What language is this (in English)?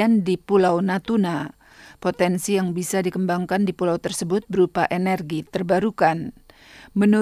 Indonesian